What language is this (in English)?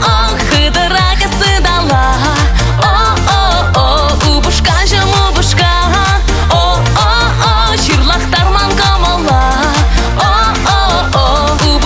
Chuvash